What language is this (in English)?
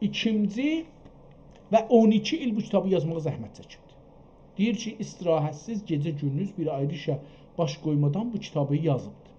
South Azerbaijani